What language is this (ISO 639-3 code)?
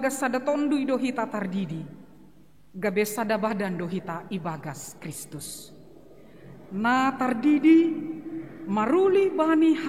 bts